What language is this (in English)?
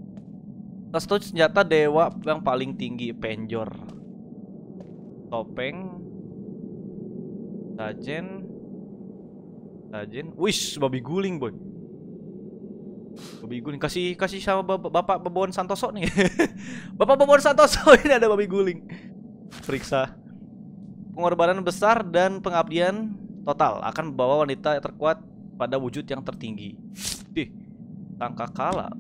Indonesian